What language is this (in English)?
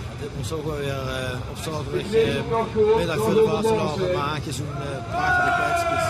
Limburgish